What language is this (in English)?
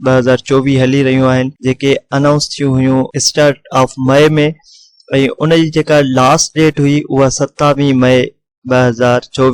Sindhi